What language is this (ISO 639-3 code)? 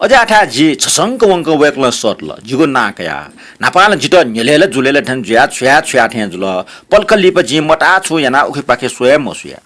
new